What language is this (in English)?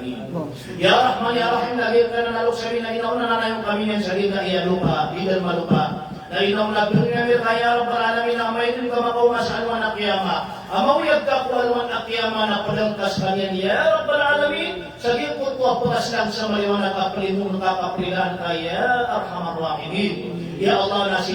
Maranao